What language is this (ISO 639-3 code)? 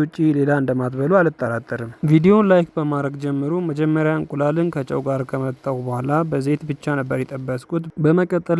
amh